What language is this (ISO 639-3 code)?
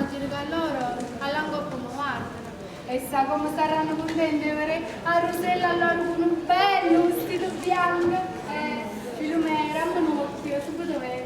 nap